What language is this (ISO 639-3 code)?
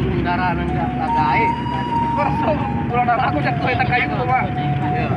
min